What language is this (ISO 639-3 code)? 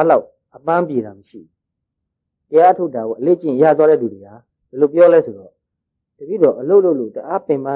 mya